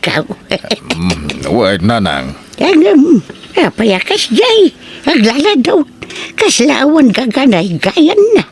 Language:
Iloko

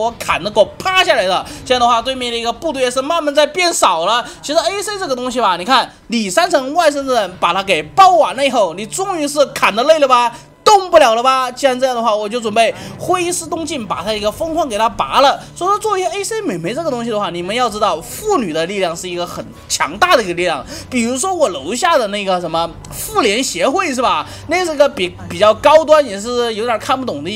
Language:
Chinese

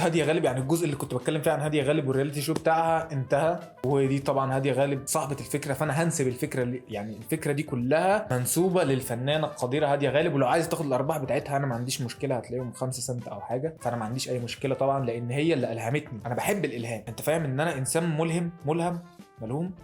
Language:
Egyptian Arabic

